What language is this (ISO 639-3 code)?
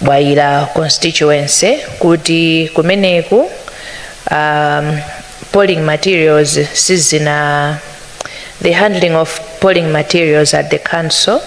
nya